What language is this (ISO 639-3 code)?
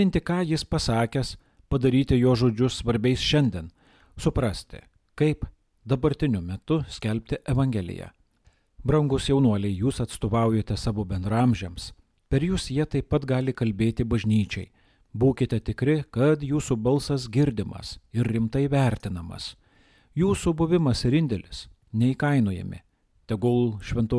lit